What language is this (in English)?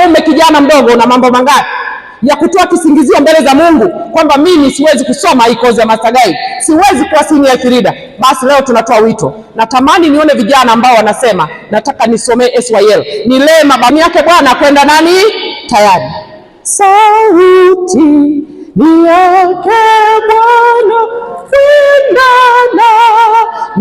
Swahili